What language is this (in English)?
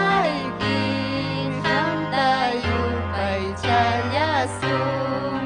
Ayacucho Quechua